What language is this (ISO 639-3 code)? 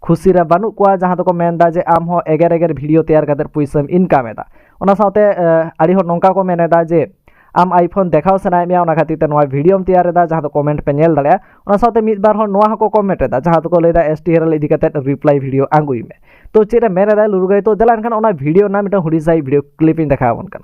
sat